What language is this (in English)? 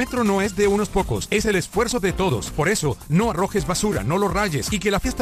Spanish